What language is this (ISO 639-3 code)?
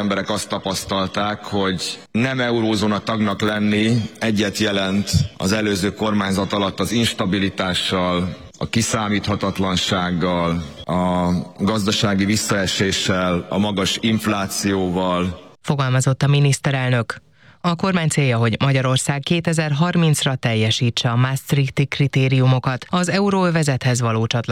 hun